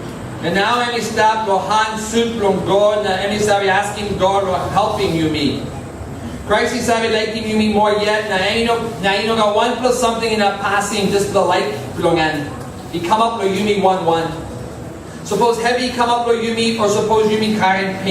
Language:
Tok Pisin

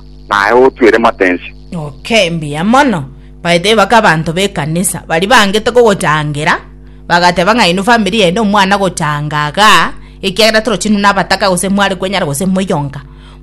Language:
Gusii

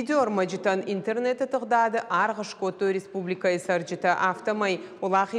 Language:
Ossetic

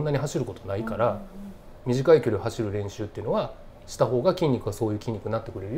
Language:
Japanese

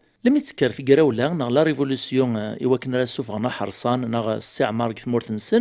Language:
Kabyle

